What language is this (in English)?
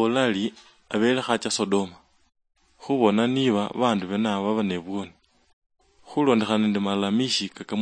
Luyia